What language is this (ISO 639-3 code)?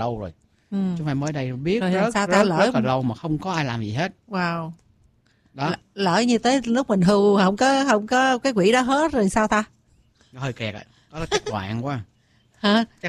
vie